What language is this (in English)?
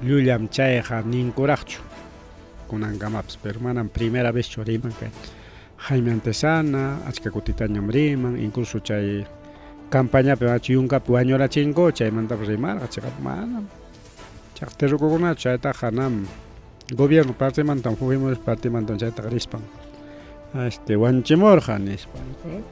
Ayacucho Quechua